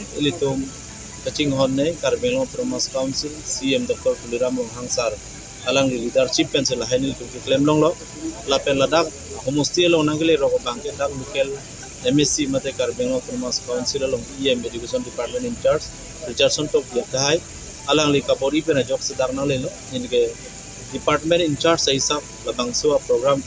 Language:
Karbi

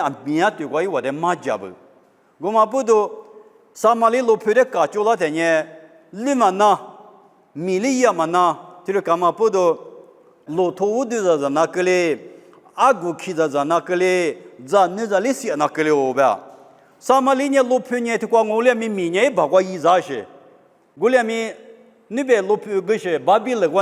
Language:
Lisu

